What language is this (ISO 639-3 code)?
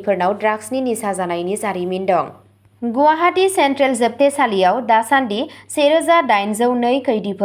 brx